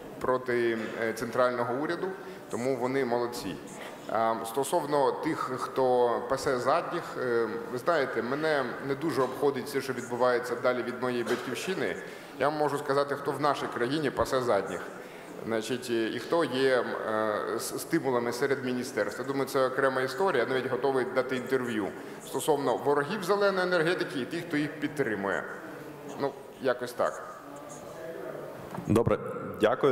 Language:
Ukrainian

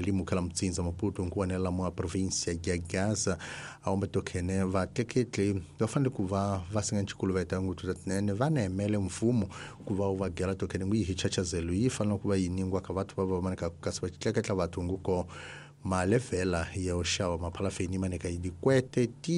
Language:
Tsonga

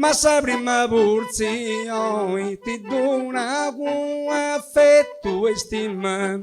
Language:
Sardinian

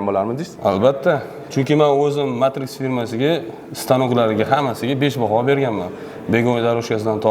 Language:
Uzbek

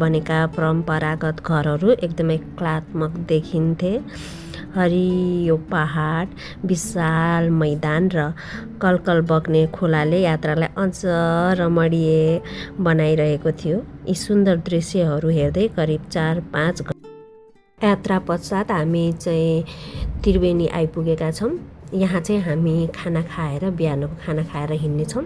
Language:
Nepali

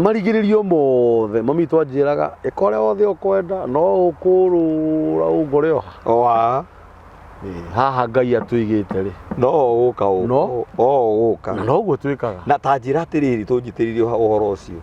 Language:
Kikuyu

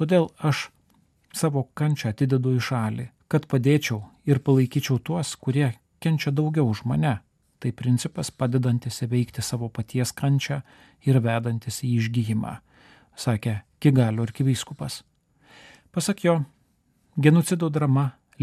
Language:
Lithuanian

